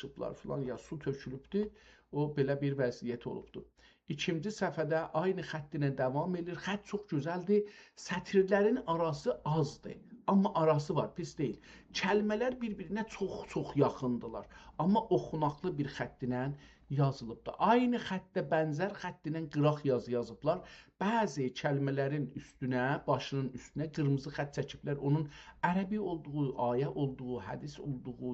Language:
South Azerbaijani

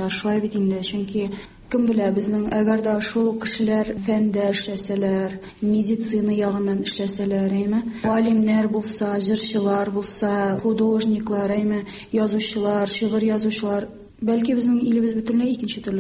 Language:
Tatar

